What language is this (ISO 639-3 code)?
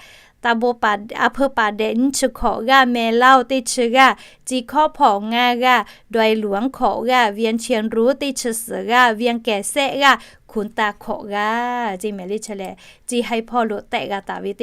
lhu